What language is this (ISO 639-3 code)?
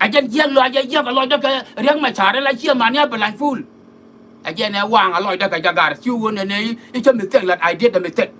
nus